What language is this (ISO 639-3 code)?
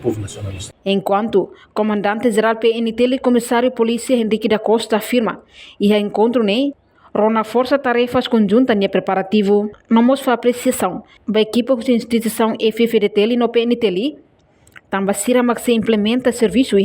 tet